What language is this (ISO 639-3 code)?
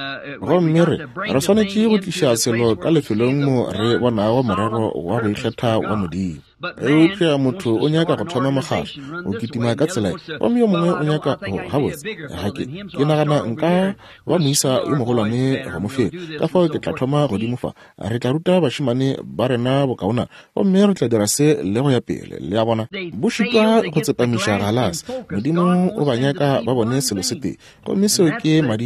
nso